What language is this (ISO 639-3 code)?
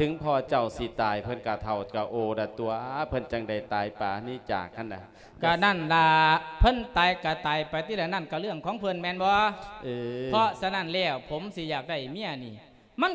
lao